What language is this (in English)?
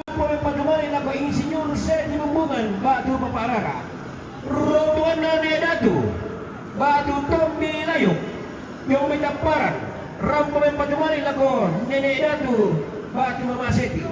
Toraja-Sa'dan